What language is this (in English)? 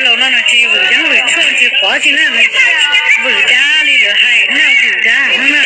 Hmong